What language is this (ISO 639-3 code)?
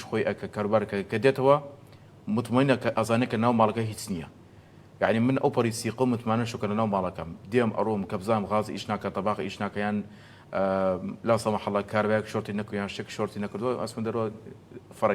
ckb